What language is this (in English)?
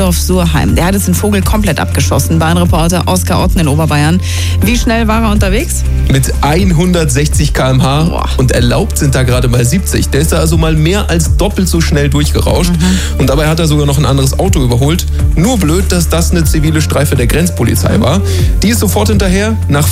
German